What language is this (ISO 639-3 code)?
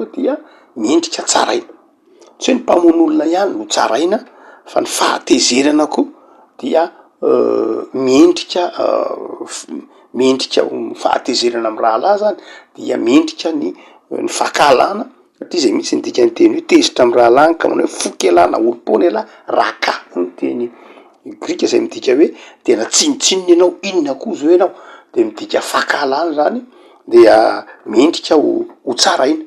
mlg